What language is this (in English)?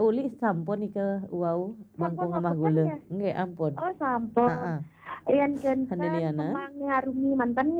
Balinese